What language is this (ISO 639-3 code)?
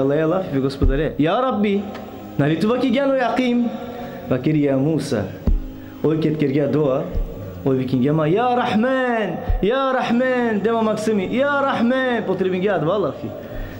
rmn